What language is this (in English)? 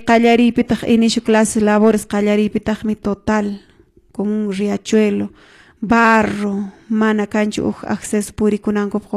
Quechua